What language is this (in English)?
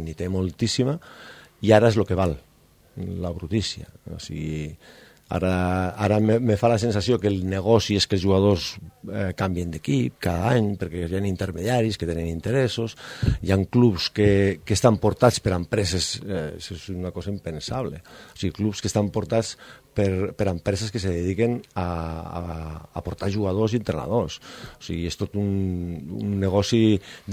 Catalan